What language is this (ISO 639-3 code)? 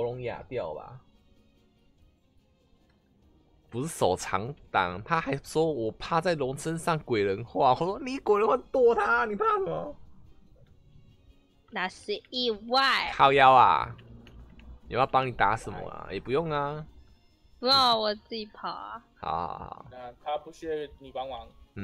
zho